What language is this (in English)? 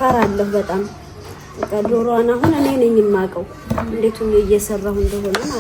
Amharic